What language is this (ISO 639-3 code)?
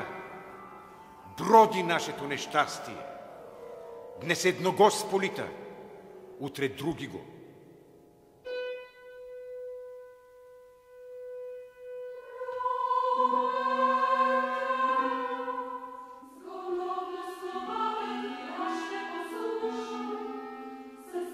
bul